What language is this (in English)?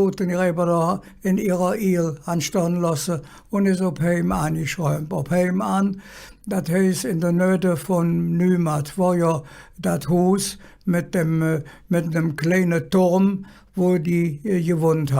Colognian